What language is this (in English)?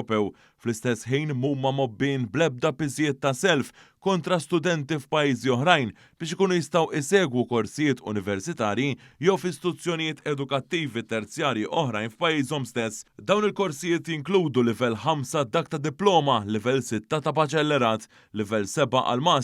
Maltese